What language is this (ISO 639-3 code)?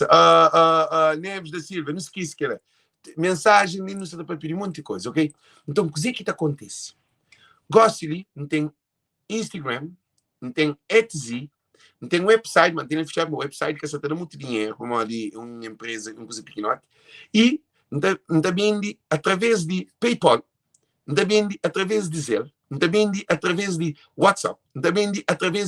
kea